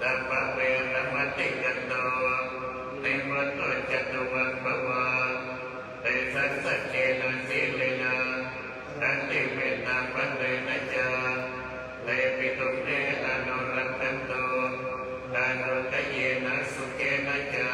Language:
Pali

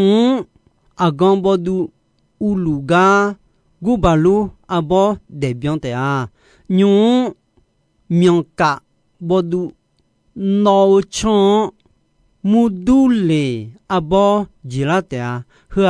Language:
Akha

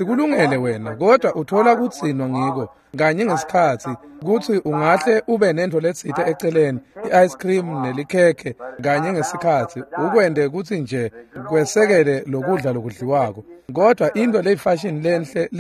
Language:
Swati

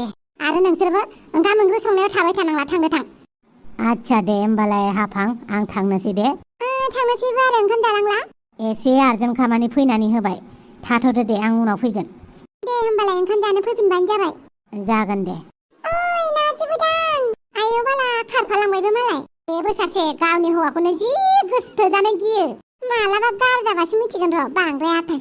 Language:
Bodo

